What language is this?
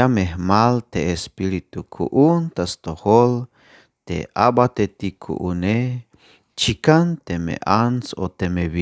Tzeltal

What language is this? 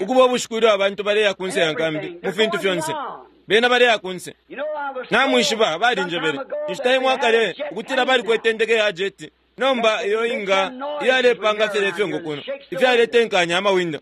Bemba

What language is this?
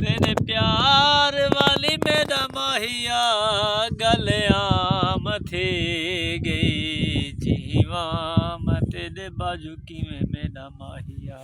Saraiki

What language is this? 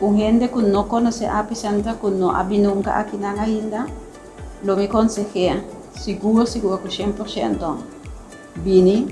Papiamento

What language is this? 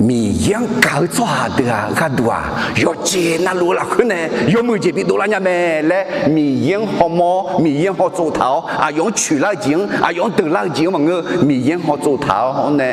Akha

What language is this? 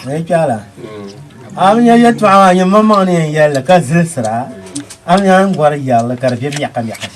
Dagbani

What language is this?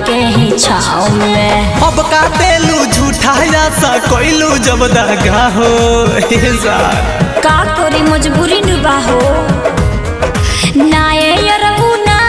Bhojpuri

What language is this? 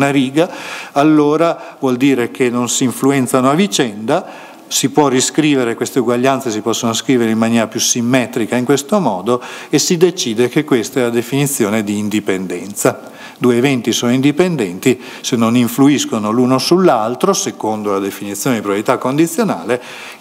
Italian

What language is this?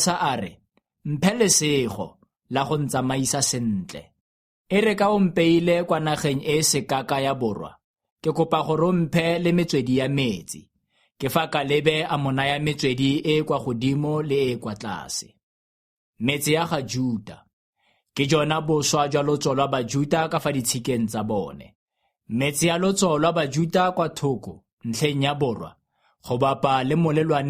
Tswana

